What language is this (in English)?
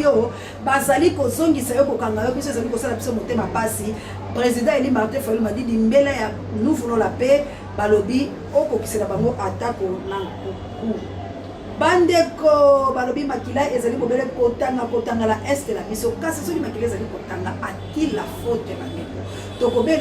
Lingala